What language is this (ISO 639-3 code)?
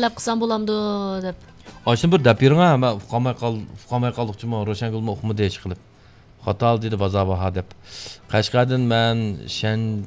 uig